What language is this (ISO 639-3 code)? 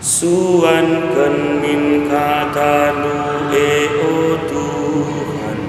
btx